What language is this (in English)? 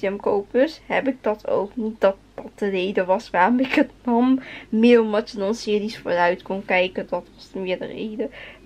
Dutch